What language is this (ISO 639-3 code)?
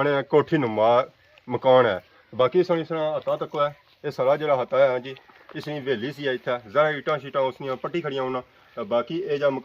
phr